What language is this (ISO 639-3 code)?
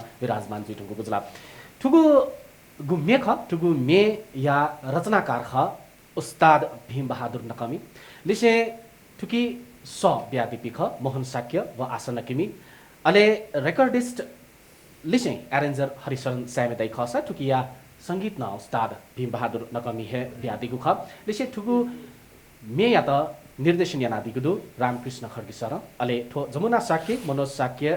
new